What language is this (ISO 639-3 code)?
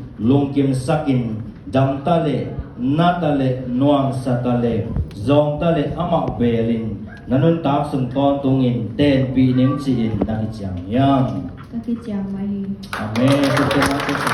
ctd